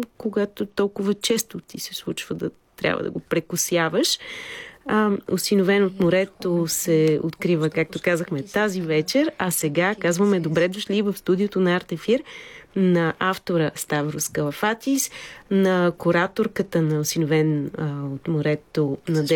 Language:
Bulgarian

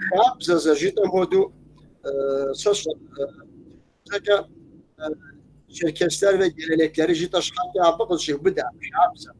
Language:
Kabardian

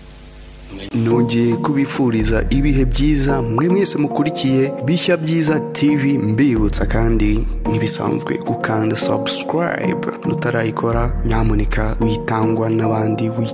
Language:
Kinyarwanda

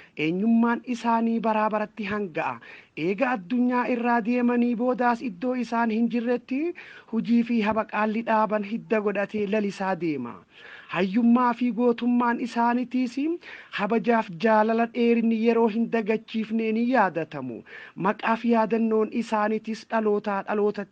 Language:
Oromo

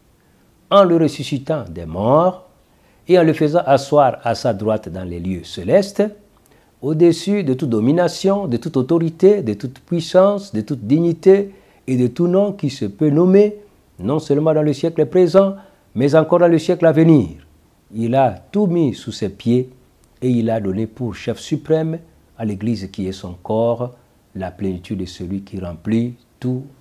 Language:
French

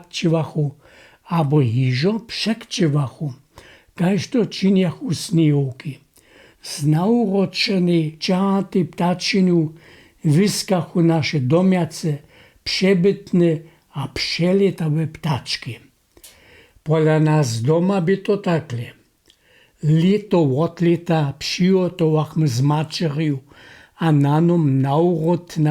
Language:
Upper Sorbian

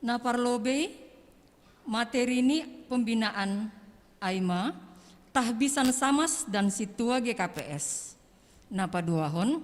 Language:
Batak Simalungun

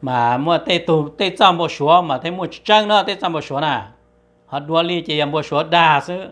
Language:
Hmong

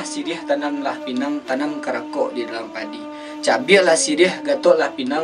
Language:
Minangkabau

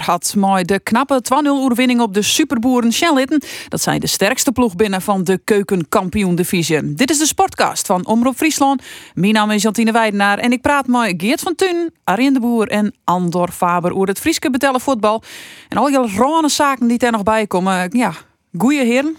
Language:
Western Frisian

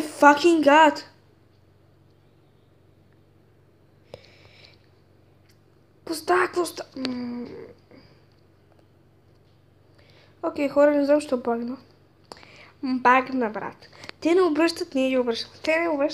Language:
Bulgarian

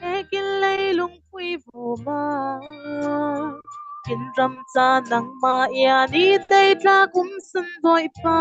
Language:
Falam Chin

